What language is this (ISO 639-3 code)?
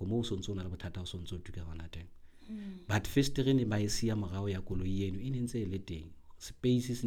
sot